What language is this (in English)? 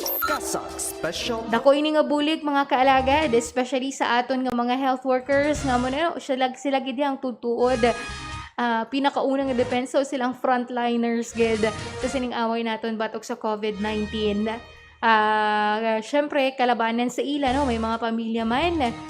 Hiligaynon